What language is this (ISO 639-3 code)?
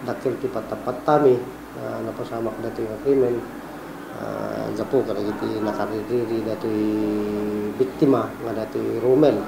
ilo